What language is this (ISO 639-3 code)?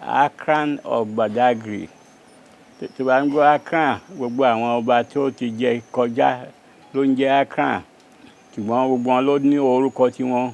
yor